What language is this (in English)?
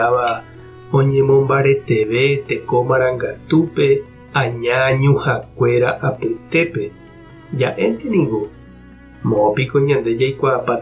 Guarani